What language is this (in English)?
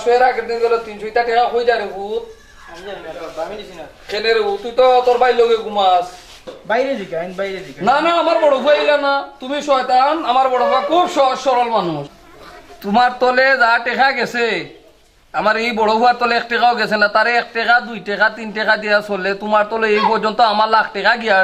Sylheti